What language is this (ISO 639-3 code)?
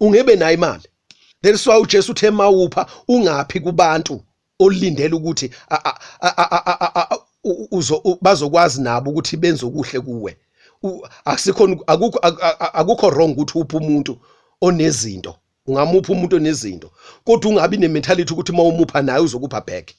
zul